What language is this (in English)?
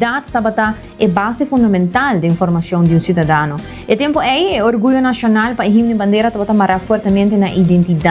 Papiamento